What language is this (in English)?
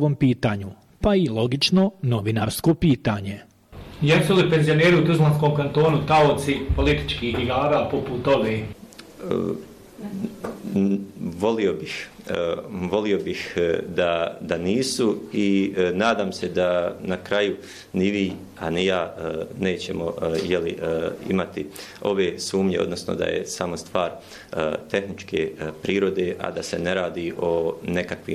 Bosnian